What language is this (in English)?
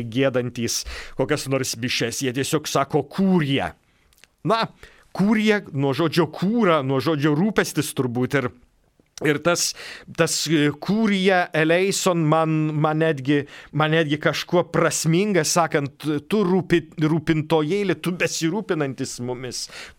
Lithuanian